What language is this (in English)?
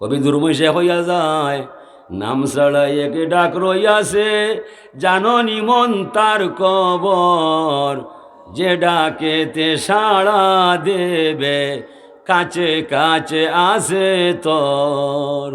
Sylheti